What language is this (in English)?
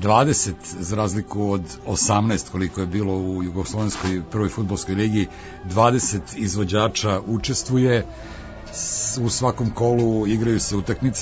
Serbian